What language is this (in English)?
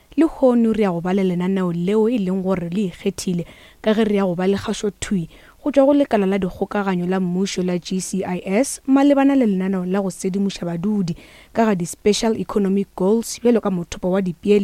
Northern Sotho